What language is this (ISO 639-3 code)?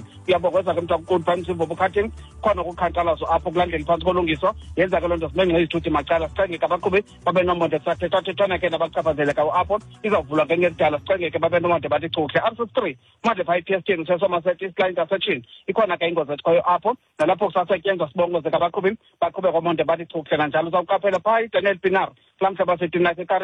xho